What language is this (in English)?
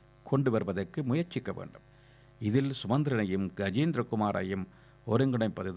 Tamil